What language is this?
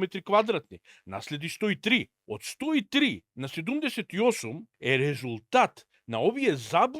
Macedonian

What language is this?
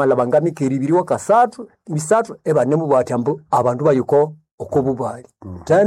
Nande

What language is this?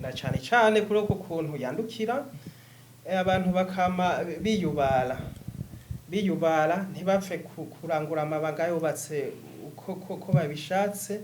Rundi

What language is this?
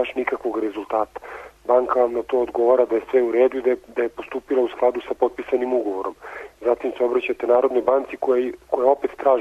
Serbian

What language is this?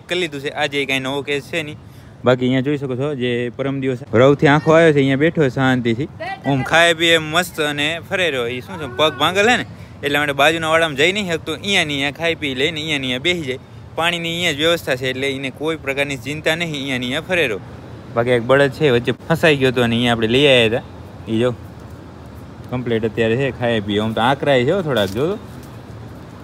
Gujarati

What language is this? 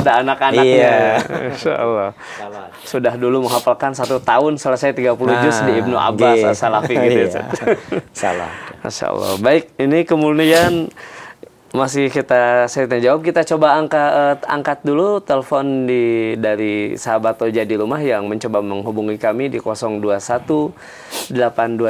Indonesian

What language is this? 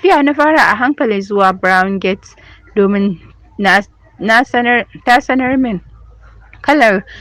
Hausa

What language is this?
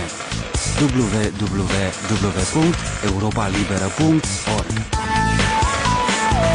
Romanian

